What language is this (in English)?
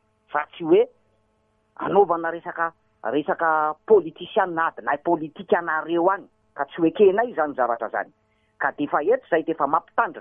Malagasy